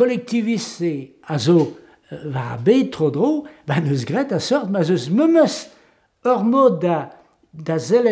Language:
Breton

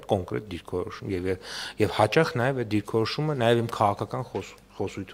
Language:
Armenian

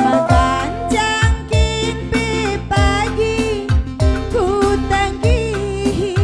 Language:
Batak Karo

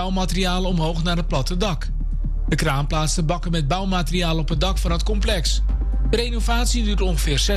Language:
Dutch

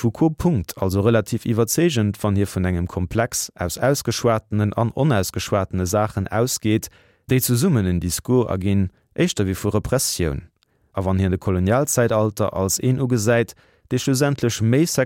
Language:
Luxembourgish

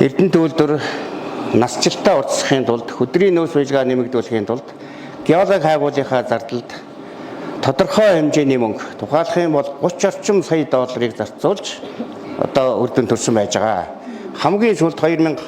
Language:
Mongolian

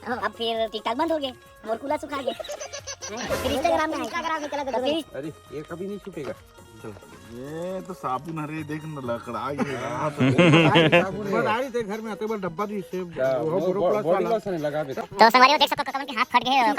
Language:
Chhattisgarhi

